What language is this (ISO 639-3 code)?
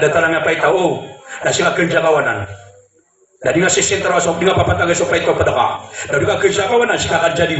mrw